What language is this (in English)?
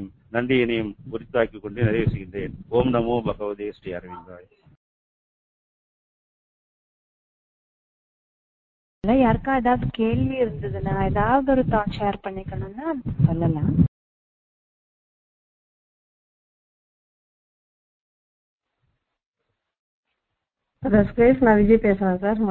Tamil